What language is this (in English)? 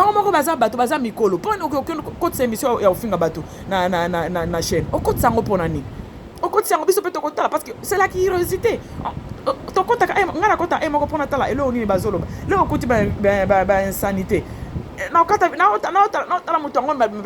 Lingala